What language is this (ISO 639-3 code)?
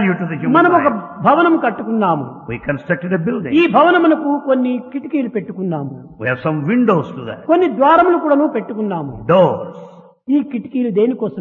tel